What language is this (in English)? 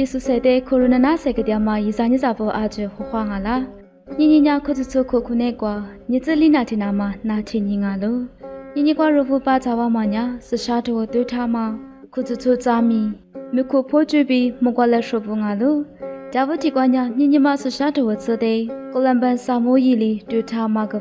Lisu